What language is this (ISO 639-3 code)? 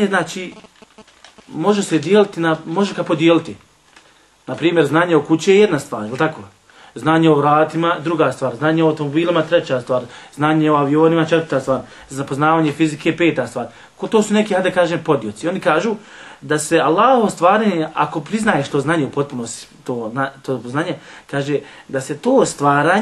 bos